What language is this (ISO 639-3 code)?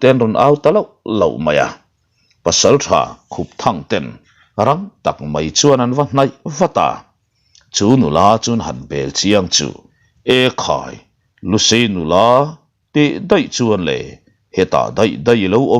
lus